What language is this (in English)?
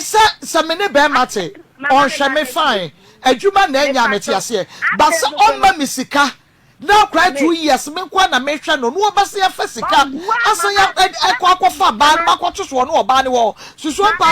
Akan